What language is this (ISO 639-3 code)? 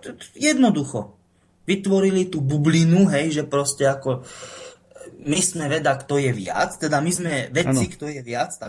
slk